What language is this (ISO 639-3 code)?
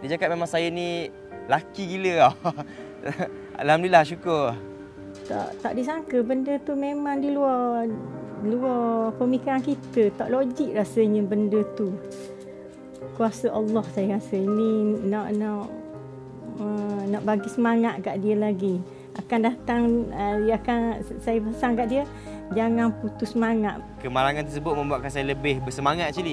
msa